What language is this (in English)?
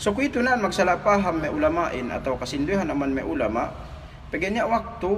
Yakan